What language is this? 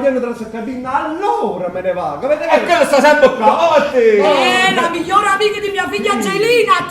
Neapolitan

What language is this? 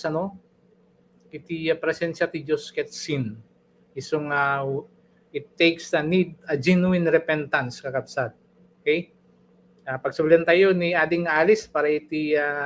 Iloko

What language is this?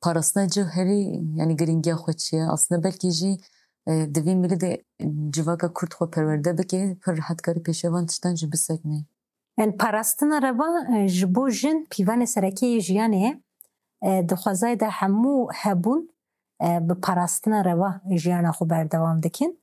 Kurdish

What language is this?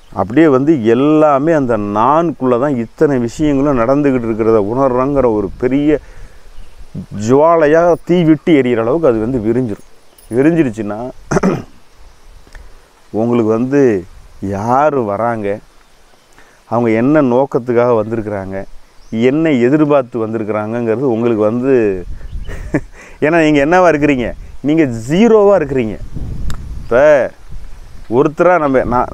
Tamil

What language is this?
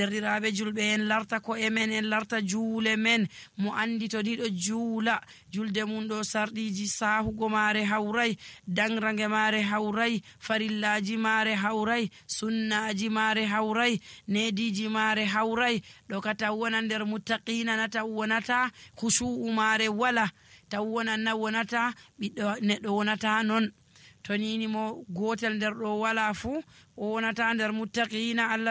Nigerian Fulfulde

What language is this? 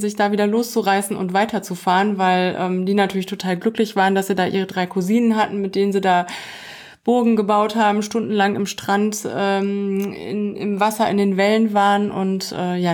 German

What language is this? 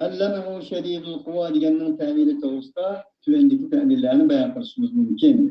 Uyghur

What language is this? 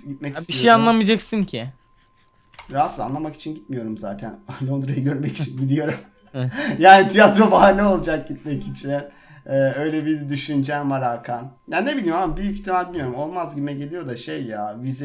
Turkish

